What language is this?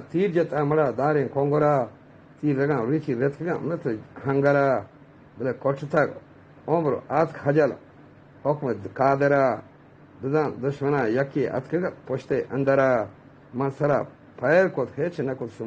Eastern Balochi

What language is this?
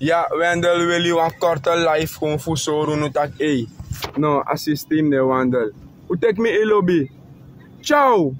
Sranan Tongo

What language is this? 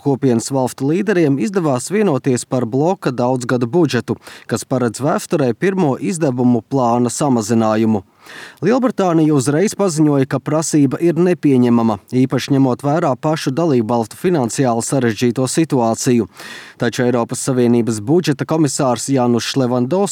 Latvian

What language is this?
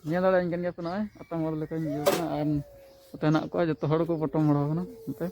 Santali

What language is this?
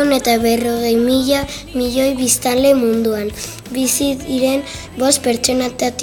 Basque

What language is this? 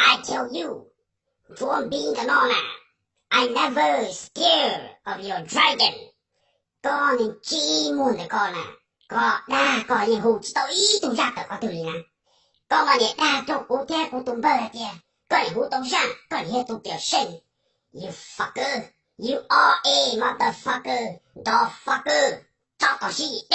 Hmong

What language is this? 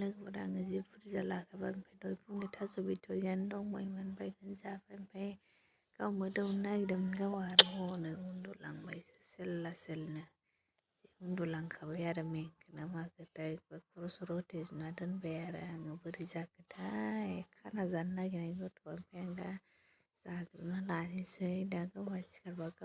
Bodo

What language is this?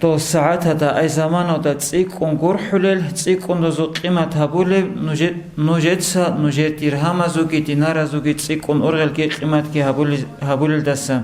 Avaric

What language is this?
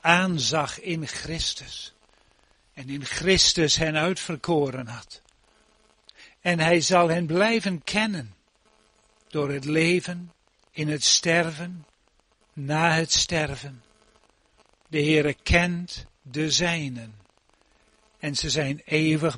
Dutch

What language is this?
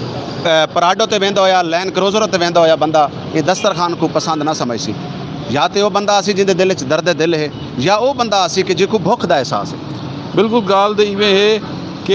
Saraiki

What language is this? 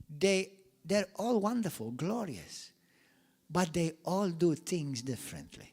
English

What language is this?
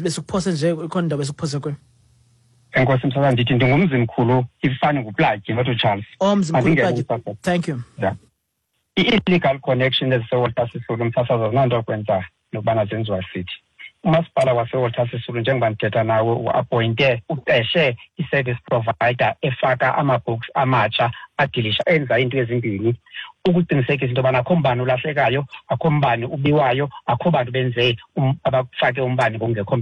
Xhosa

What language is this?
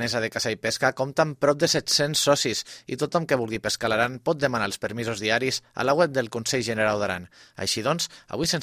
Catalan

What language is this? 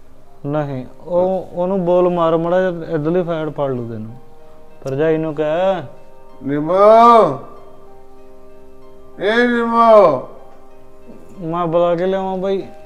Punjabi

